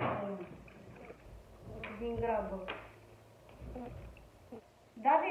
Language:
Romanian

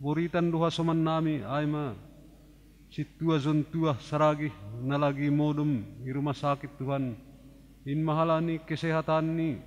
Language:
Batak Simalungun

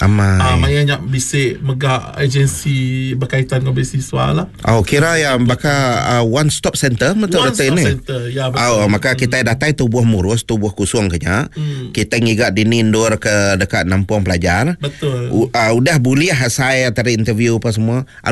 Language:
Iban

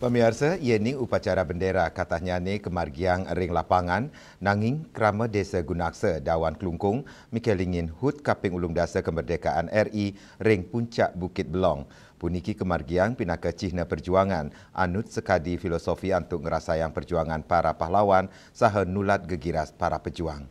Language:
Balinese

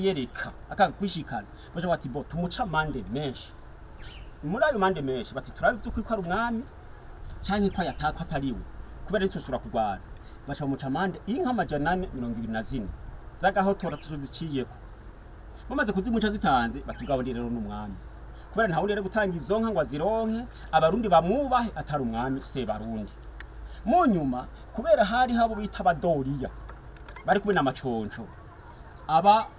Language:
Rundi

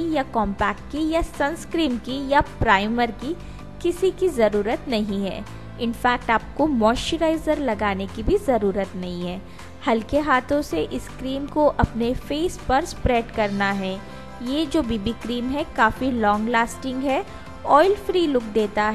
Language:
Hindi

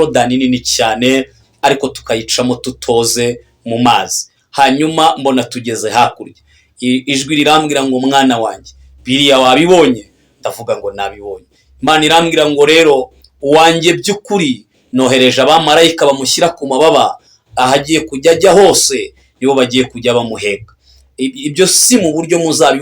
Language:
Kinyarwanda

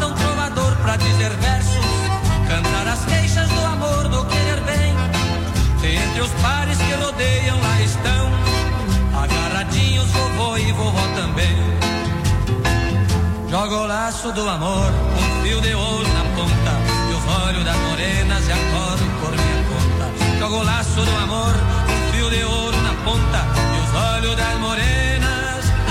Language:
Portuguese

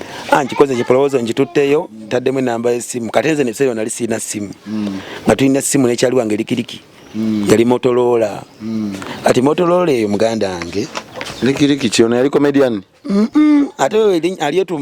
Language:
Ganda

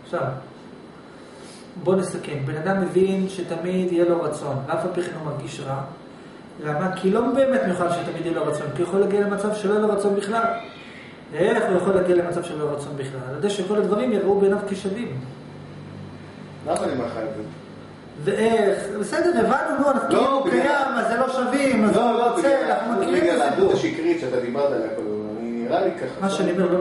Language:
Hebrew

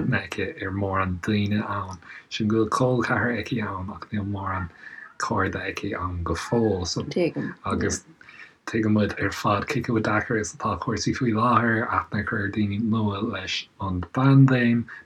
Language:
Irish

